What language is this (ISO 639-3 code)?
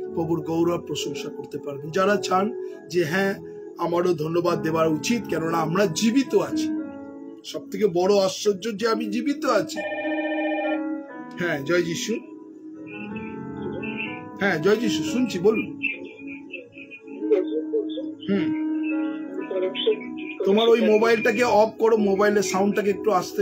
ben